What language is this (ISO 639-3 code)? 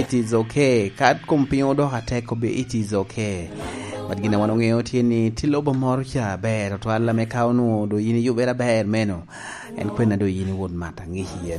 laj